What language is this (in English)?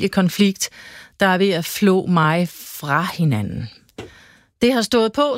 Danish